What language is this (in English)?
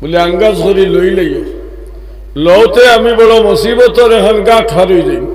Sylheti